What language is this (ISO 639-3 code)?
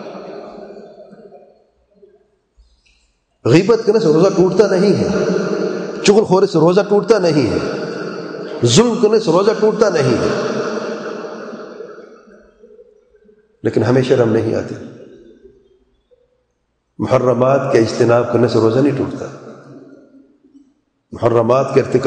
urd